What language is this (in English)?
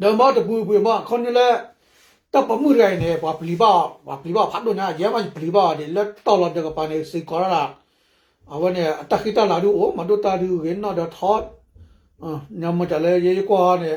S'gaw Karen